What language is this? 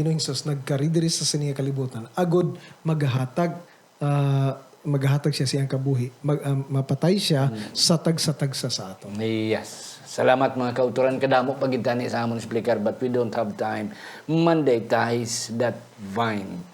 Hiligaynon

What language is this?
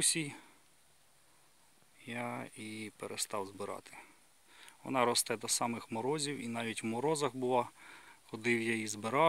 Ukrainian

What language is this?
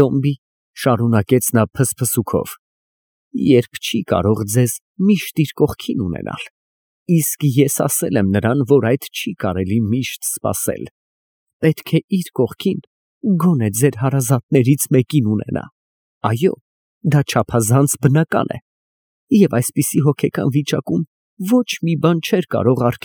Armenian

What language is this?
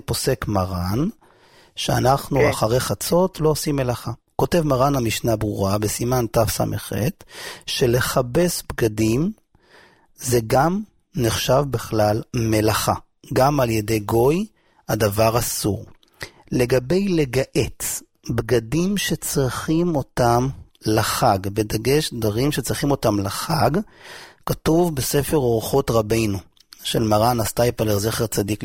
Hebrew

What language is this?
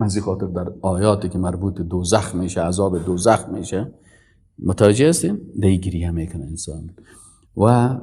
Persian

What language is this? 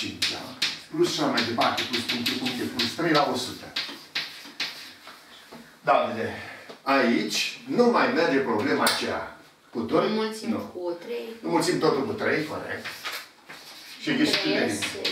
Romanian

